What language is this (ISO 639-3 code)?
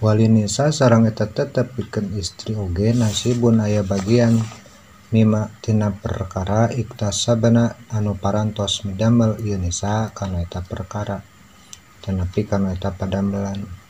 sun